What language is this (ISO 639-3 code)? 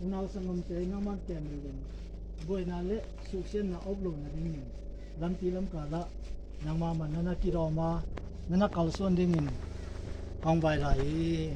ctd